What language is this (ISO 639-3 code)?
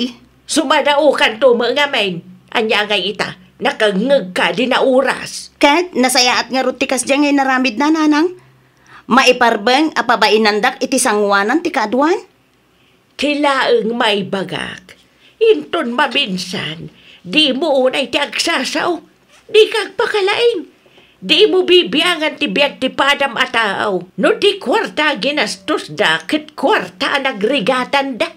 ilo